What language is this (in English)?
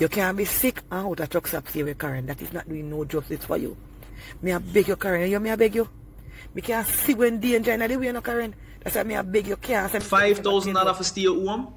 Jamaican Creole English